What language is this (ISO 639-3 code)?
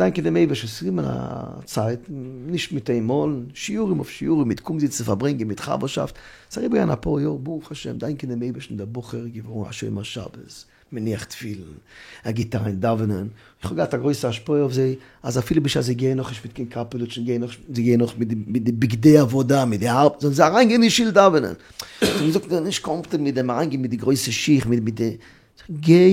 yid